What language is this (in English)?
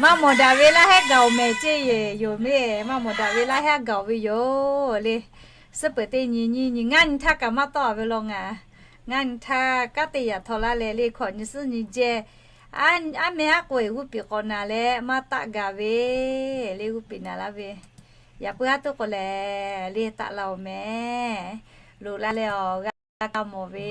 Lahu